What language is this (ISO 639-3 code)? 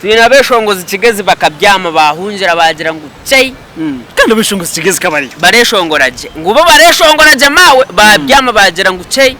nyn